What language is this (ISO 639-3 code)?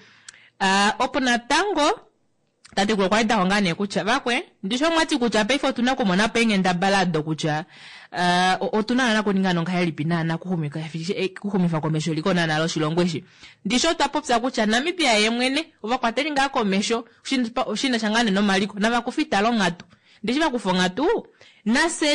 kua